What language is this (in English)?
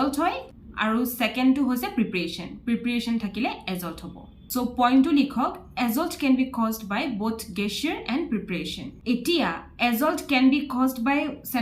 Assamese